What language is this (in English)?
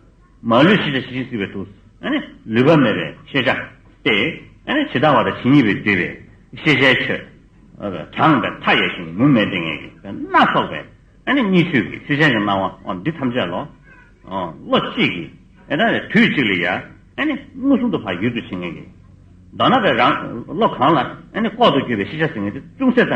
Tibetan